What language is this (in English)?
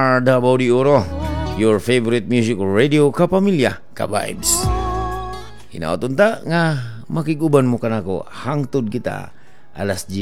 Cebuano